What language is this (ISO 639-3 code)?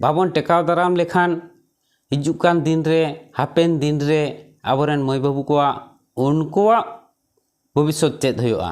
sat